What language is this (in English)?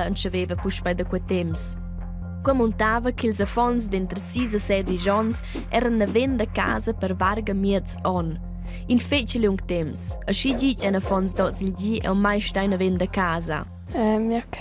Romansh